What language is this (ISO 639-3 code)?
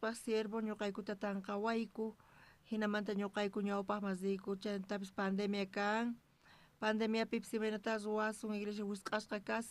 quh